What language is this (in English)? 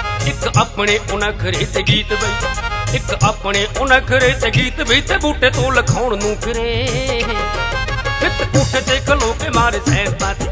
Punjabi